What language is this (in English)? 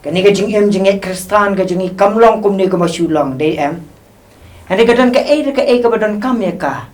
Khasi